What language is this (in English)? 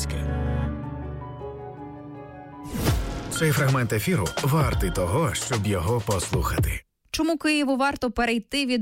Ukrainian